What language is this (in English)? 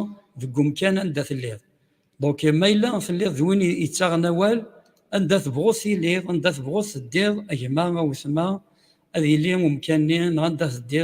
Kabyle